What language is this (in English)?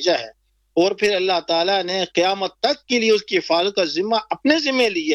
Urdu